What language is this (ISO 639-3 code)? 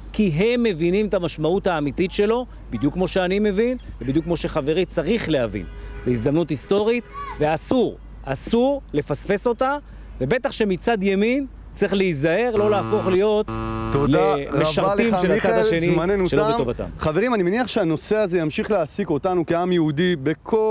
heb